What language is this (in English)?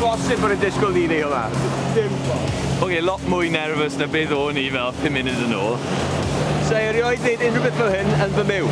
Welsh